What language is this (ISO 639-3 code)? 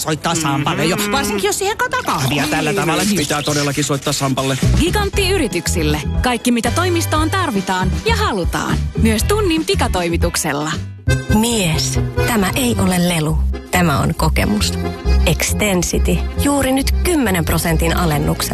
fin